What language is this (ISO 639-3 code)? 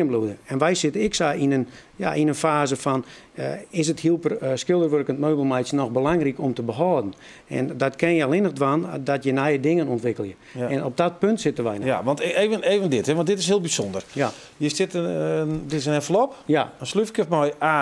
fry